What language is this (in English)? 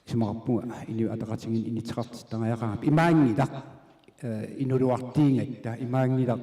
Kalaallisut